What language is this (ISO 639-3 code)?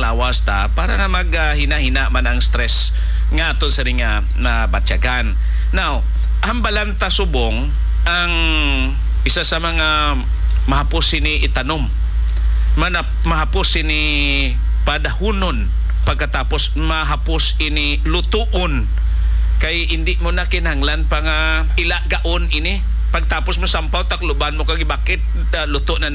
hil